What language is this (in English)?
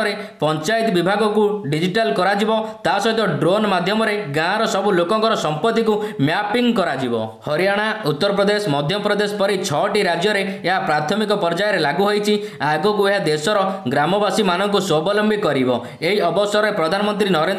Odia